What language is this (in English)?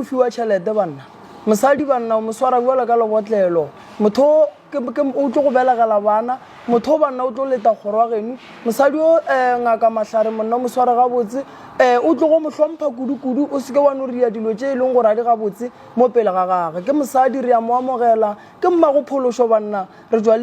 Northern Sotho